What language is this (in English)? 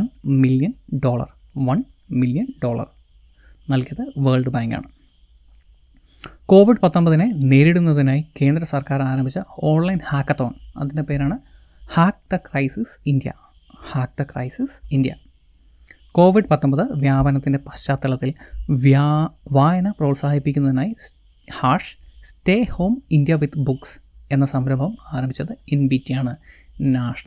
Malayalam